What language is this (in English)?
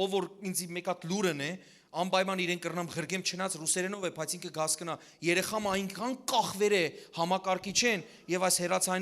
Western Armenian